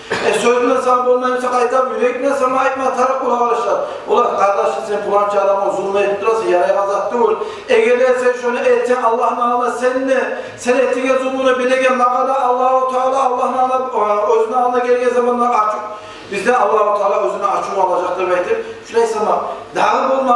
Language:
Kumyk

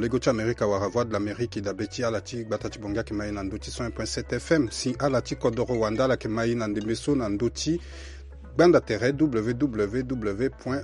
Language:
Sango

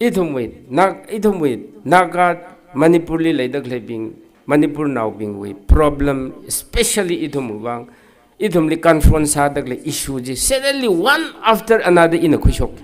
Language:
Tangkhul Naga (India)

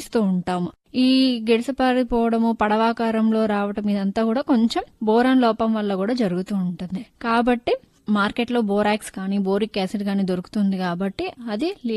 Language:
Telugu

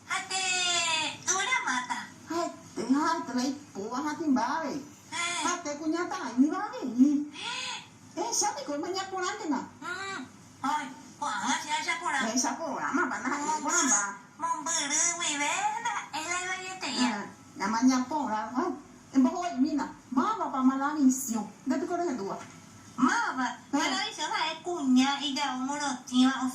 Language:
Guarani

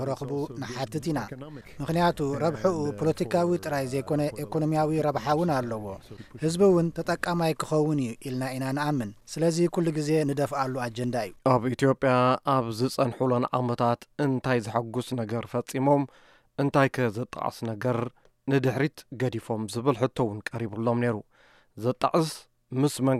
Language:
Tigrinya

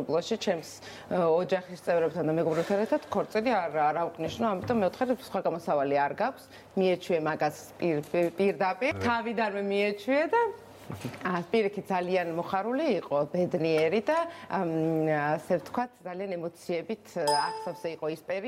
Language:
Georgian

